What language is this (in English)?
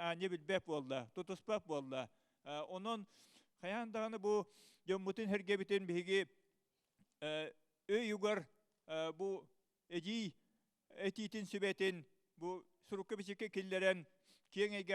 Yakut